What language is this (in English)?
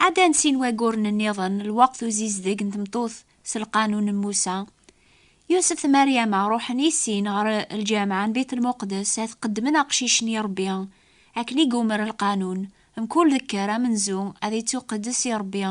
Kabyle